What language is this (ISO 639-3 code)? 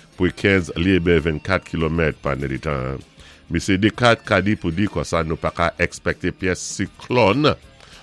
acf